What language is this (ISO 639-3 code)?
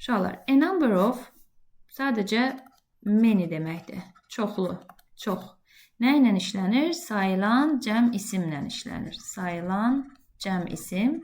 aze